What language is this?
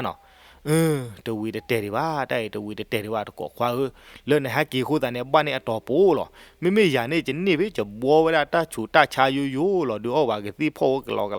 S'gaw Karen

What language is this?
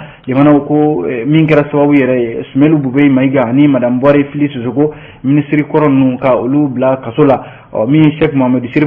Bambara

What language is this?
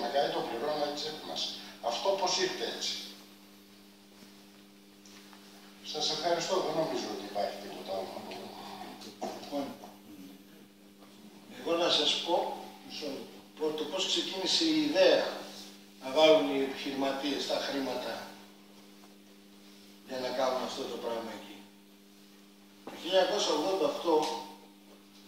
Greek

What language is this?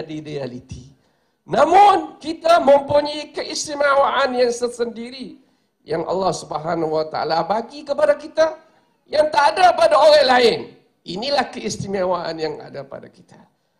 Malay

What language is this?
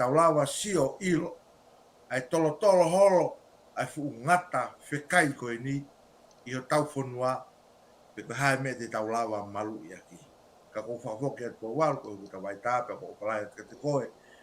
Tongan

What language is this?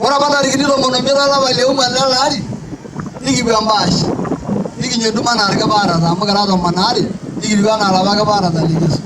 Masai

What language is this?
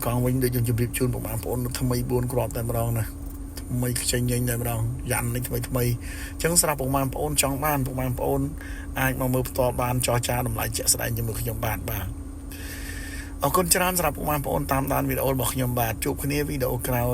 Khmer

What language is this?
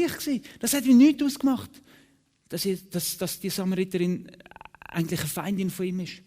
Swiss German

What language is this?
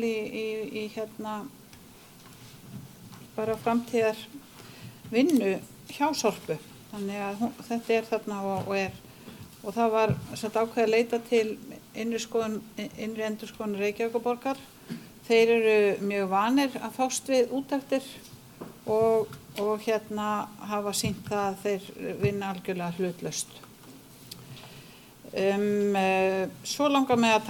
Icelandic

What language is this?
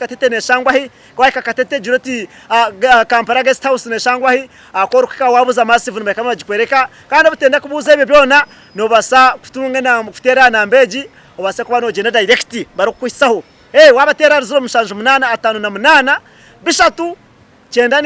Nyankole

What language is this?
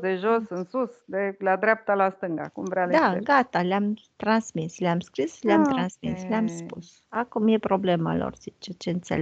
Romanian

